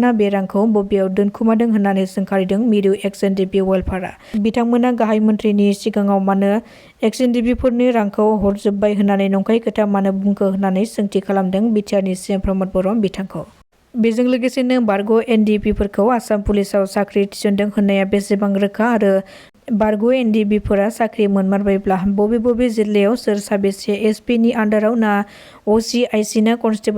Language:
Bodo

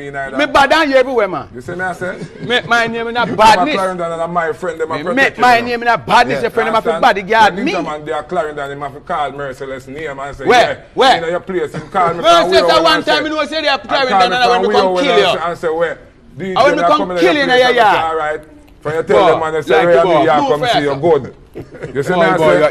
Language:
Jamaican Creole English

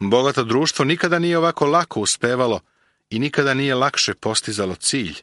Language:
Serbian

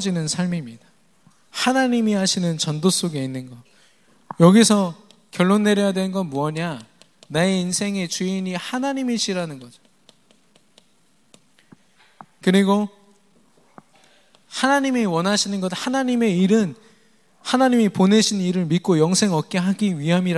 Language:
Korean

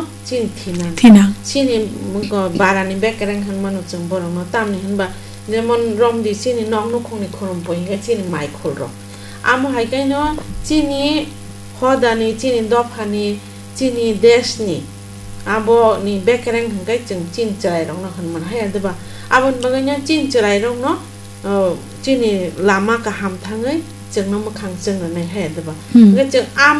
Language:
Kok Borok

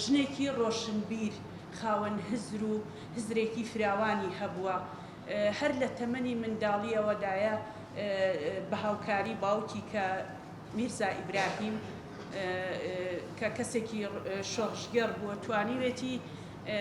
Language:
Central Kurdish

